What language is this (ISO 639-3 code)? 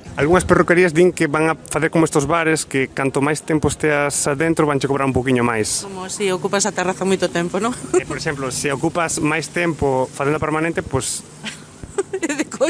glg